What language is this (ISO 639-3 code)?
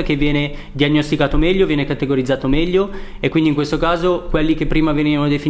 ita